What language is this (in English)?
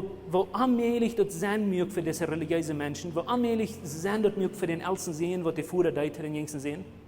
Plautdietsch